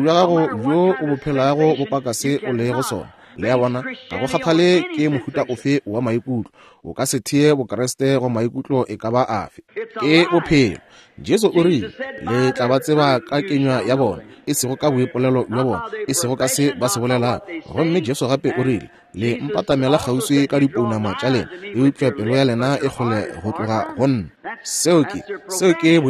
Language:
Northern Sotho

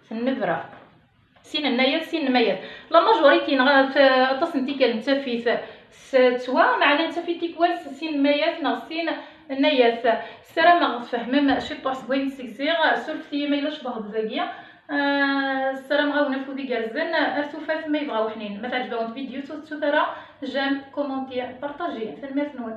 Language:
Kabyle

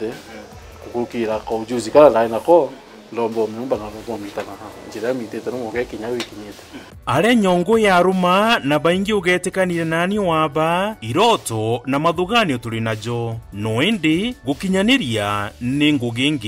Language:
Meru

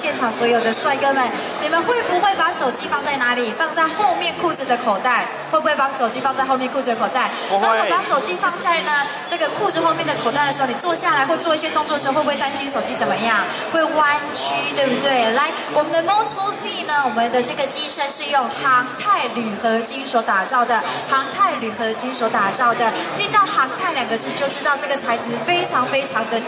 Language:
Chinese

